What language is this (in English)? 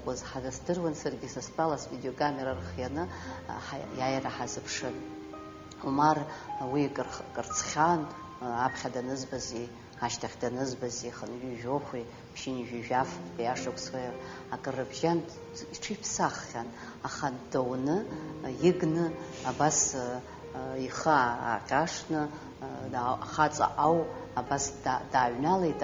Abkhazian